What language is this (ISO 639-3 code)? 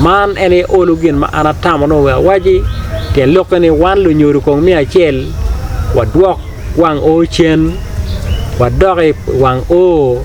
ach